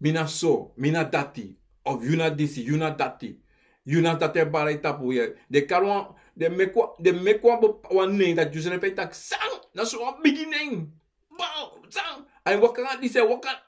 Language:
Sranan Tongo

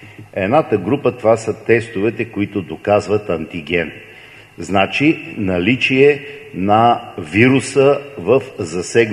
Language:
Bulgarian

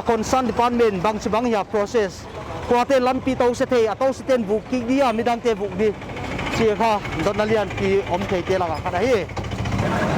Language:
Paite Chin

